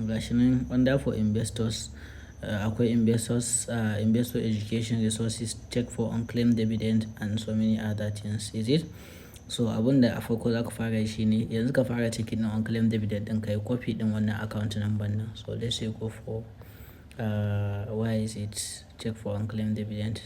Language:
Hausa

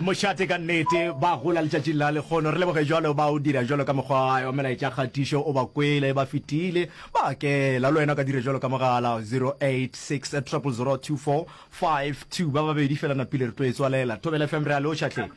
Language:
Northern Sotho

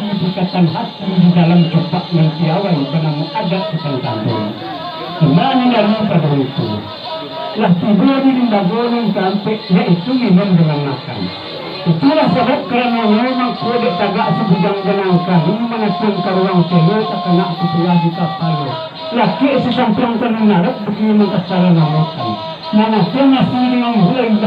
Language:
Minangkabau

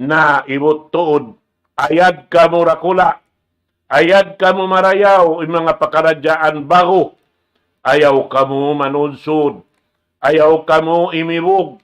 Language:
Tausug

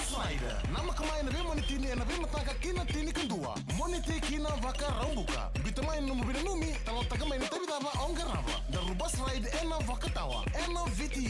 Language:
Fijian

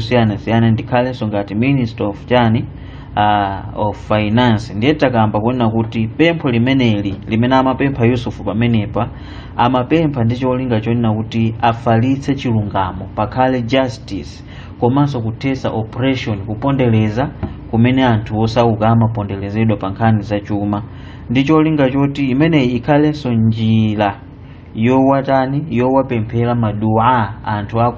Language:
Nyanja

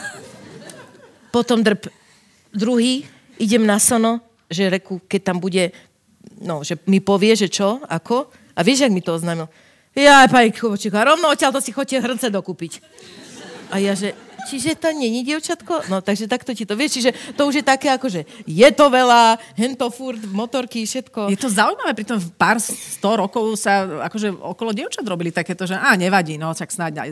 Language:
Slovak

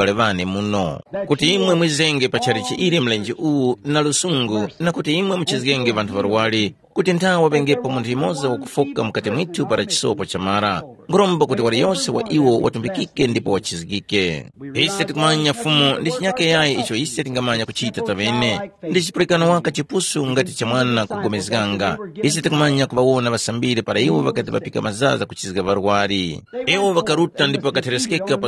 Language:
Tumbuka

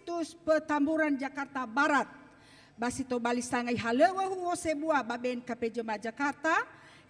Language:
Nias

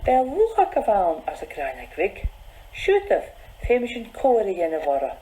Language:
Scottish Gaelic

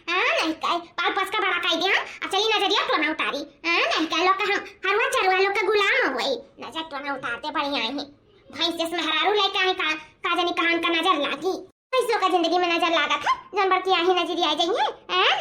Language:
Awadhi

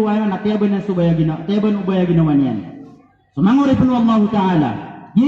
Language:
Maranao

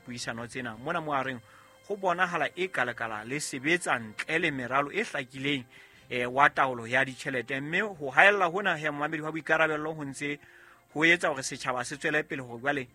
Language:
Southern Sotho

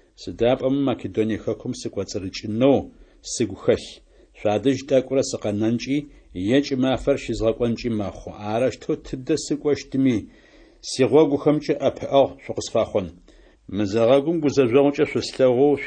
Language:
Adyghe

